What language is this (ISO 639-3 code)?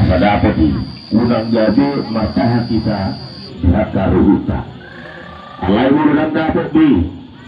bbc